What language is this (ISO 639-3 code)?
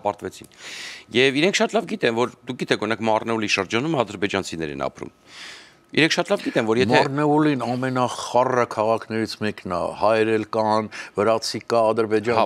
hye